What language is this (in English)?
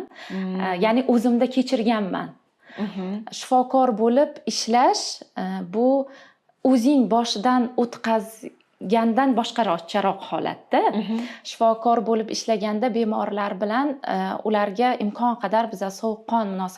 Uzbek